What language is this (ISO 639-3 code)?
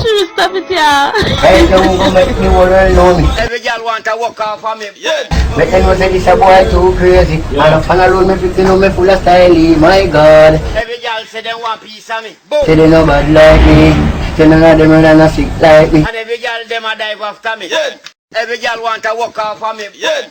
jam